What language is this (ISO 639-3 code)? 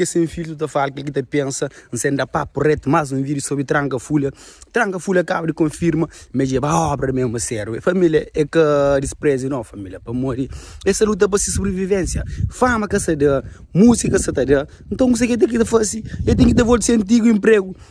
kea